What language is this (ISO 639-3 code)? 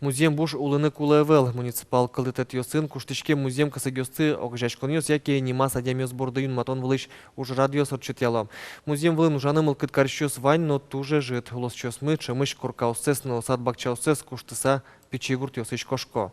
udm